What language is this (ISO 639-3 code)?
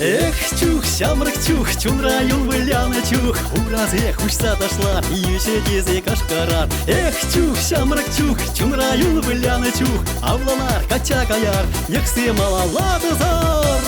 chv